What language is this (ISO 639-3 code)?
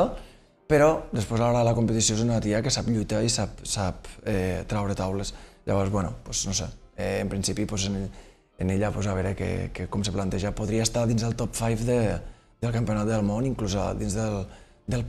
cat